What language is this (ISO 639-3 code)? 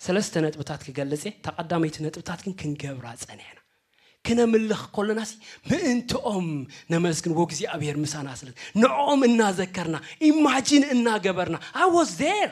tir